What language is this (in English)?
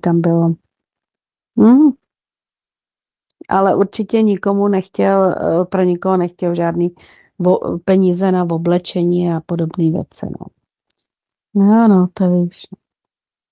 Czech